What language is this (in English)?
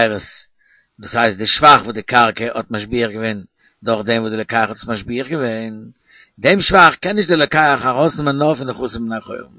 Yiddish